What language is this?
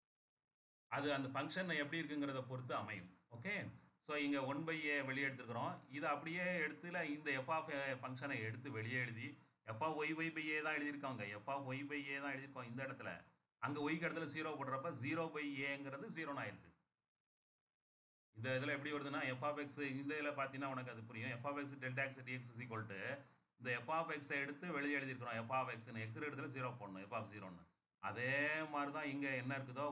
Tamil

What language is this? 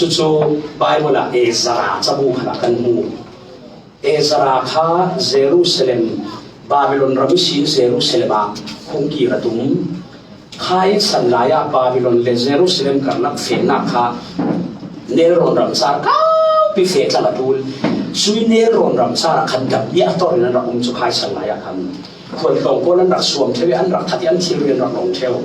Falam Chin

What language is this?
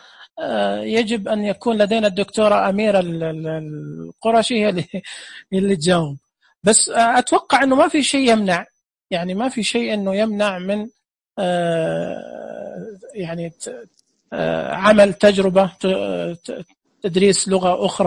Najdi Arabic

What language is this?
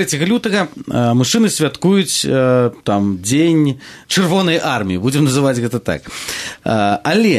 Belarusian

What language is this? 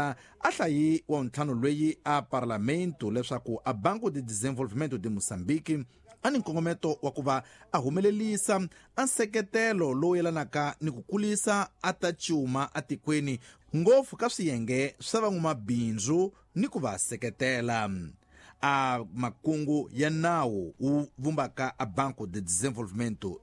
Tsonga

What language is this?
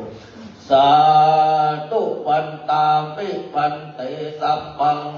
Pali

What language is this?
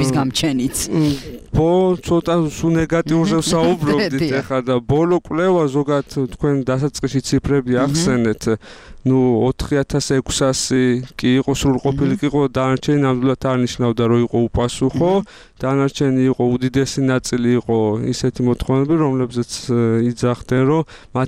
Georgian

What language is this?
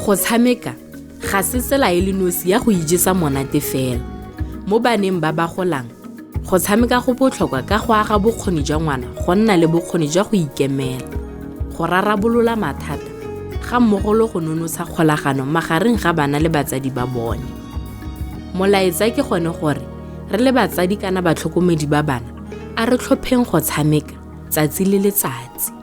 Tswana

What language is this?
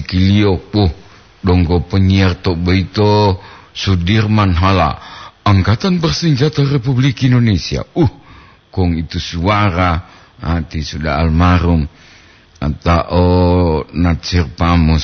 Gorontalo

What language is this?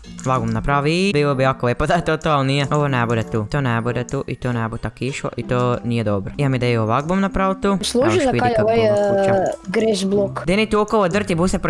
Croatian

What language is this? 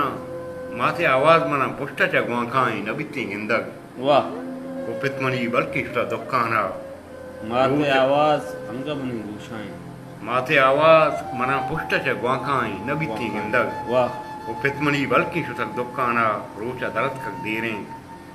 Baluchi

